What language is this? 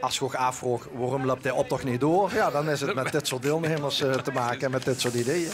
Limburgish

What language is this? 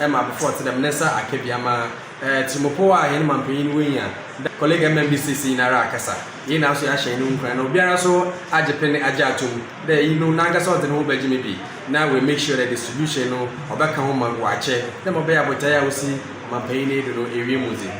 Akan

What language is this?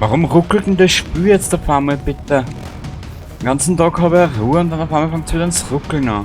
Bavarian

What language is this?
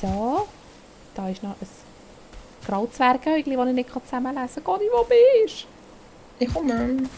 Swiss German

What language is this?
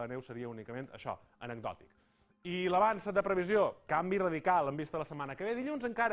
Catalan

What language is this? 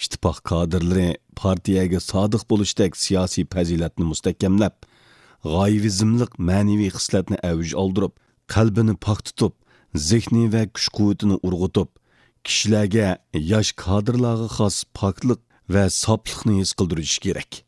Uyghur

